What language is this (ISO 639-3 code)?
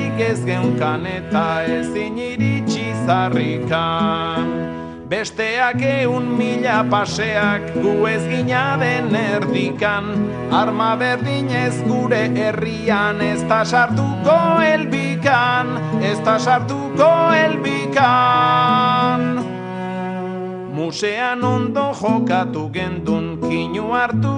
eus